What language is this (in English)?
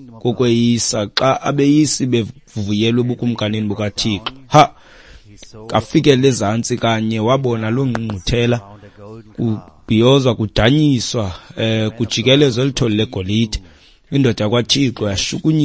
Xhosa